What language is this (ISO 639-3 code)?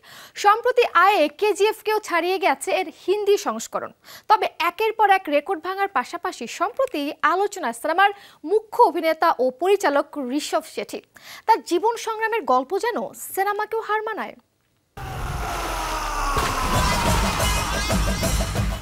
ben